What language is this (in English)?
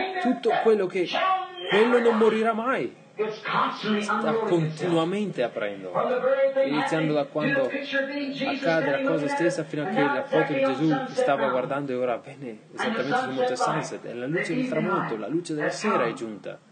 Italian